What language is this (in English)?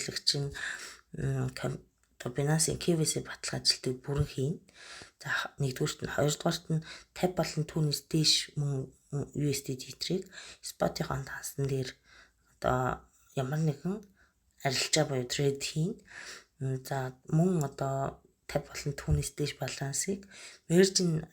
Mongolian